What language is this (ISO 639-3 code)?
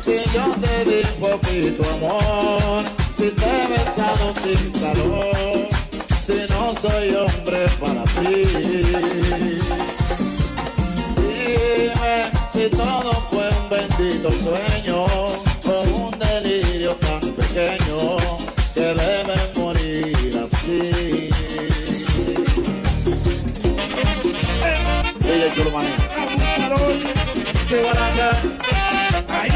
spa